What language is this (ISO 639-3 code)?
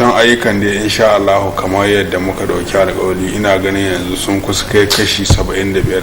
hau